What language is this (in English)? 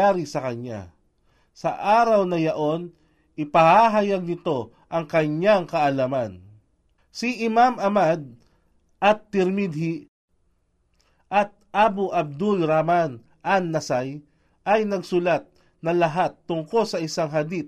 Filipino